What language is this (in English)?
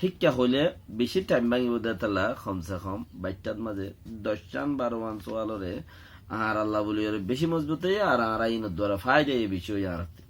Rohingya